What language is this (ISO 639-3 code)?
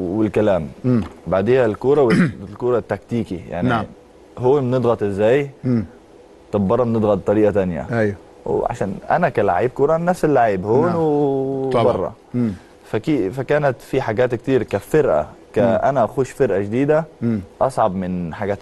arz